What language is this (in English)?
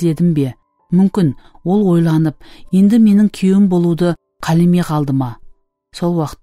Kara-Kalpak